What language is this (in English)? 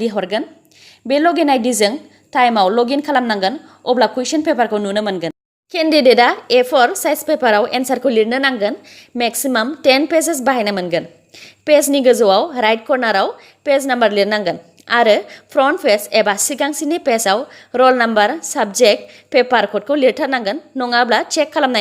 Bodo